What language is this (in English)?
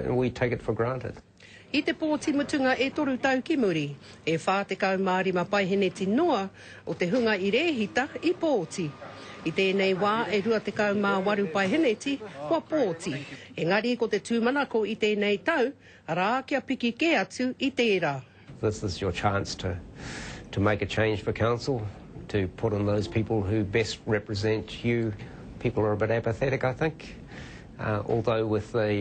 Māori